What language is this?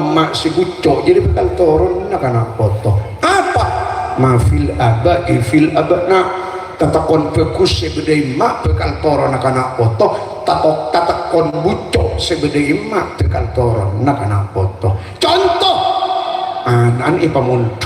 Madurese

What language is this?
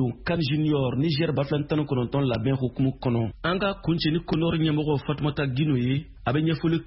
Bambara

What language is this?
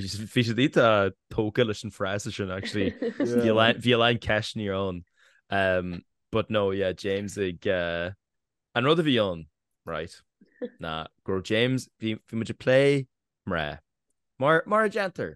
Irish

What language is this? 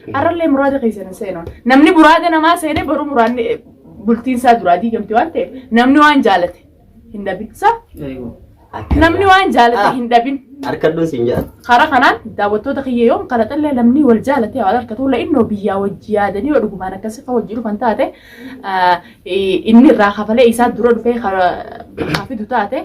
Oromo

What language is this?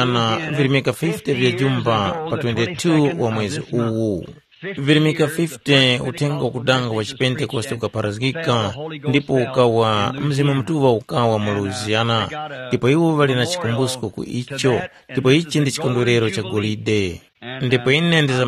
Tumbuka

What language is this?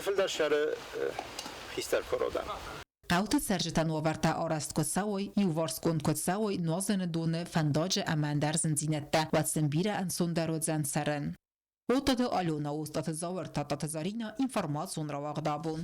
Ossetic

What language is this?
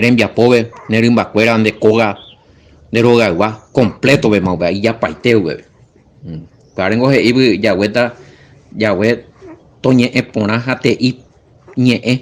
Guarani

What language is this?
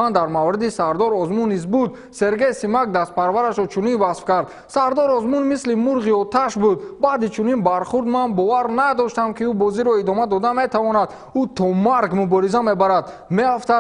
Tajik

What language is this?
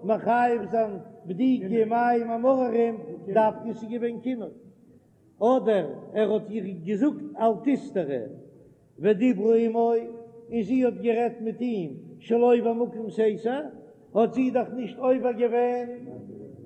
Yiddish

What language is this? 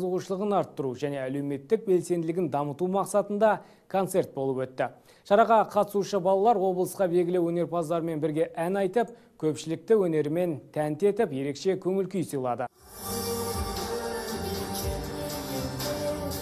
Kazakh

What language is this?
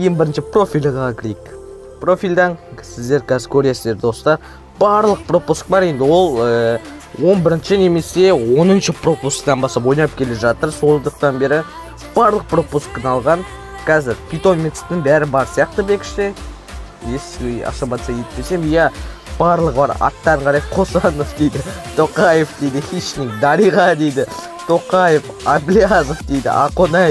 Kazakh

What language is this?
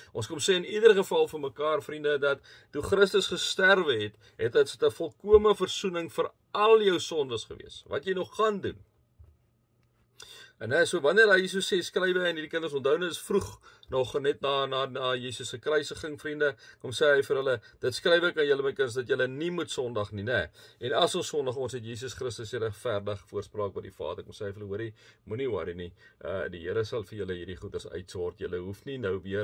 Afrikaans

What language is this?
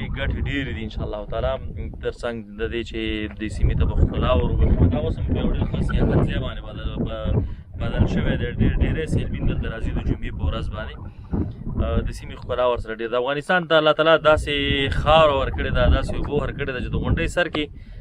Pashto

